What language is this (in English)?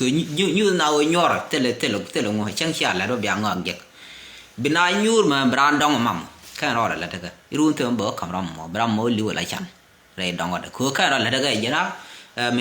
Nuer